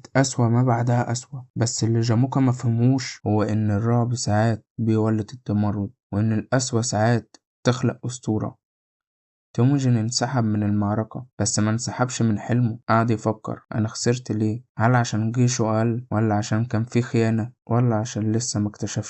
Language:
Egyptian Arabic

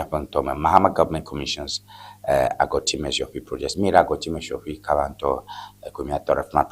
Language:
Ewe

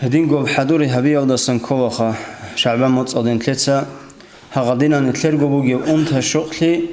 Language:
Avaric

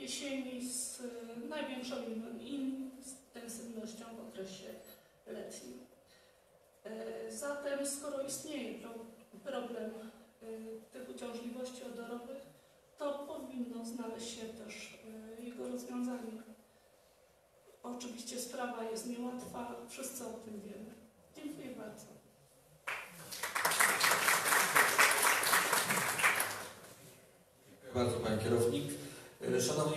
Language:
Polish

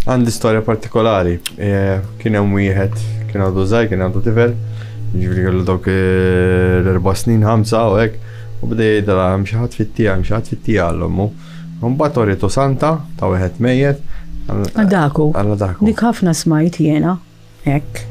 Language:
Maltese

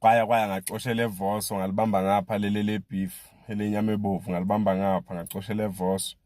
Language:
Zulu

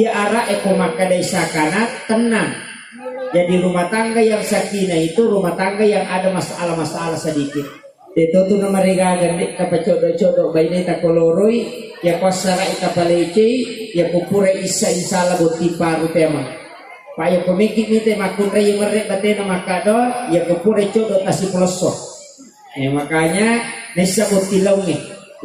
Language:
Buginese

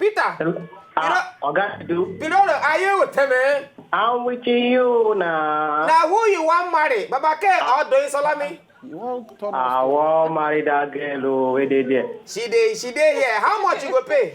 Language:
Nigerian Pidgin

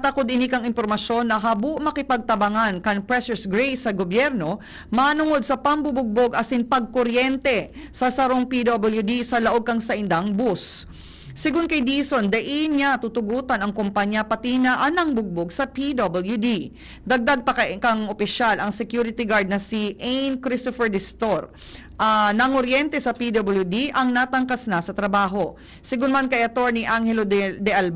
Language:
Bikol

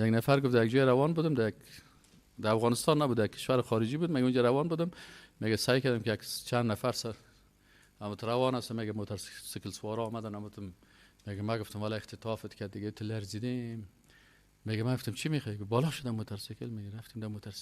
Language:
Persian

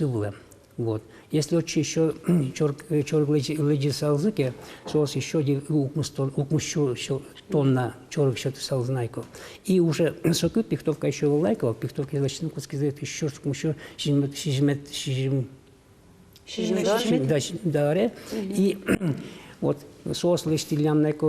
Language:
Udmurt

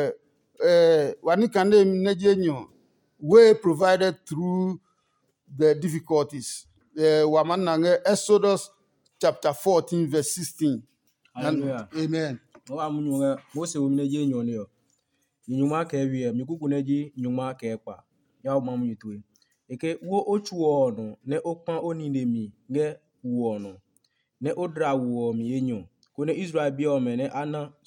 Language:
Adangme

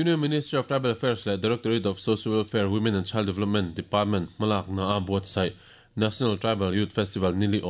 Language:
Mizo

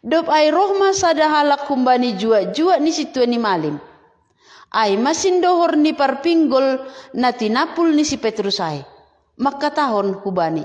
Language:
Batak Simalungun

